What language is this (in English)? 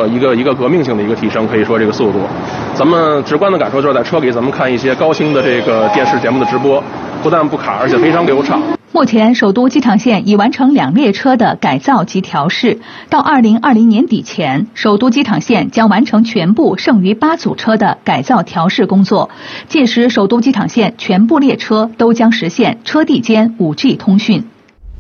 Chinese